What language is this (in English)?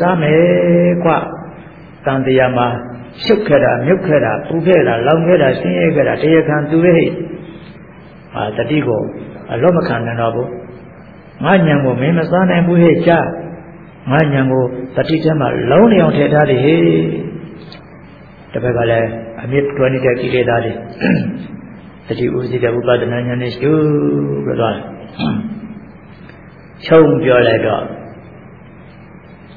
Burmese